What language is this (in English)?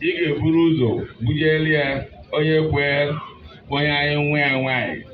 Igbo